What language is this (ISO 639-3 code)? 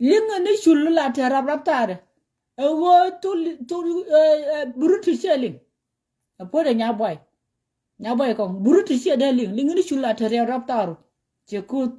nus